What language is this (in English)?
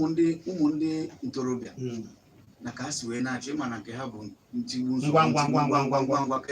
Igbo